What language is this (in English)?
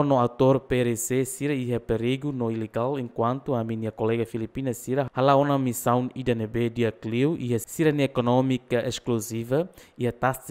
Tetum